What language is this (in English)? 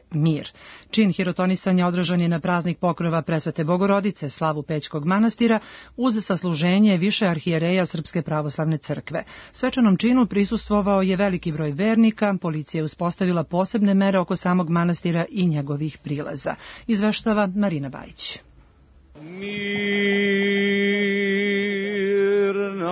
Serbian